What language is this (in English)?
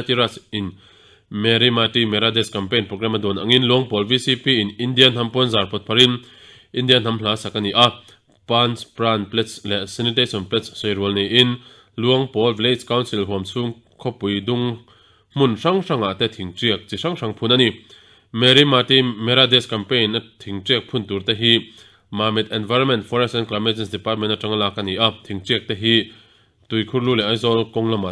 Mizo